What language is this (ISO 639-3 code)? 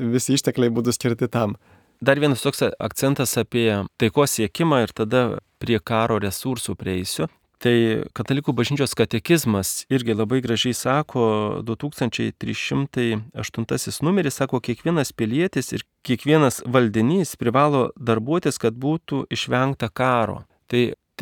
lit